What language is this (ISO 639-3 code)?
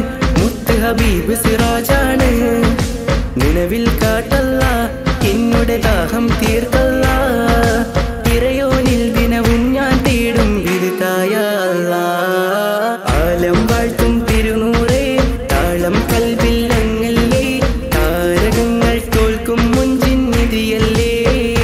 mal